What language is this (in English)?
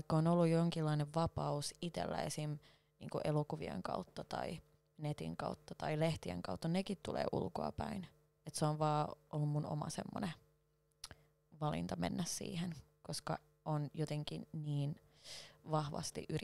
Finnish